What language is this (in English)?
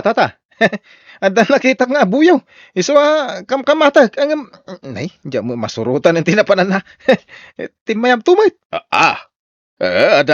Iloko